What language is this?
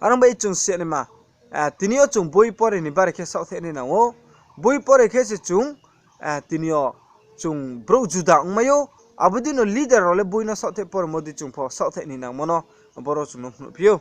Riang (India)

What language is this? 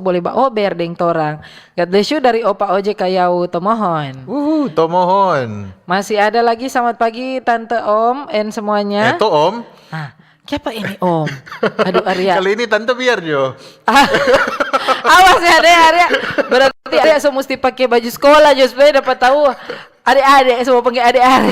Manado Malay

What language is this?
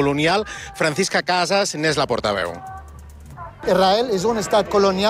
Catalan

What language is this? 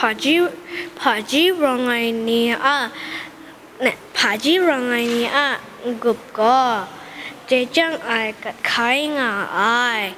Kachin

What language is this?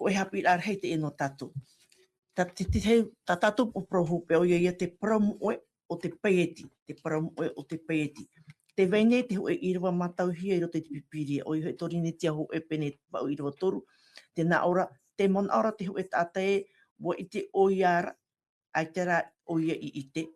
Tahitian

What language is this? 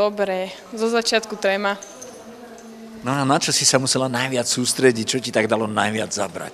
Slovak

